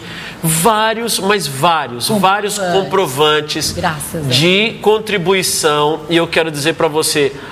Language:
Portuguese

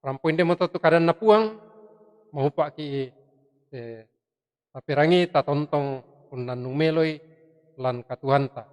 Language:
Toraja-Sa'dan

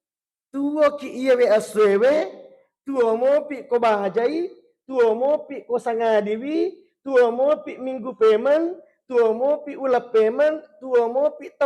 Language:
Buginese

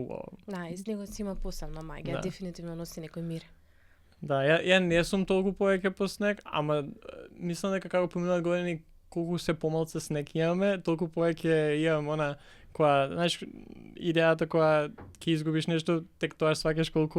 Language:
Macedonian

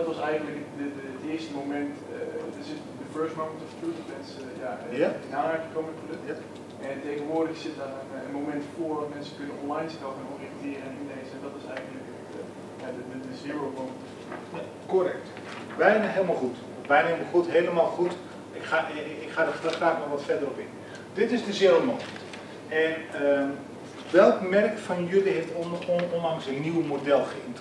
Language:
Dutch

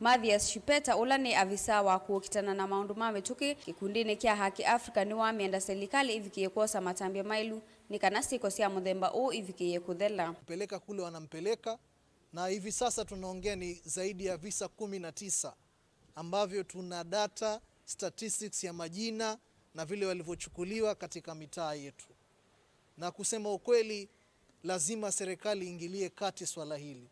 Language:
Kamba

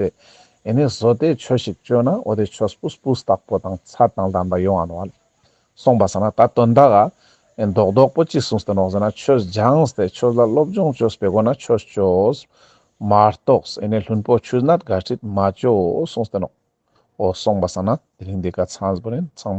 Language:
Ladakhi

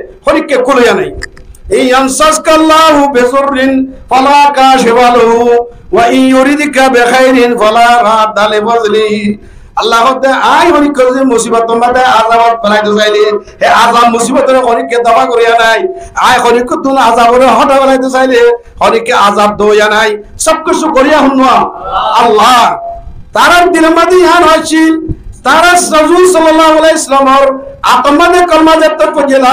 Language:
Rohingya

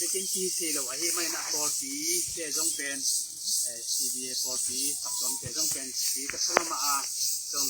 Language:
Tedim Chin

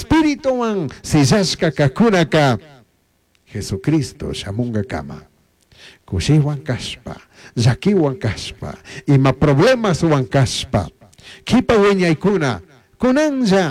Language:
Chimborazo Highland Quichua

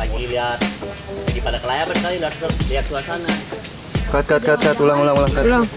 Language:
Betawi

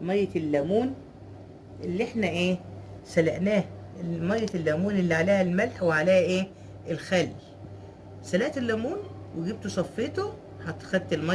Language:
Egyptian Arabic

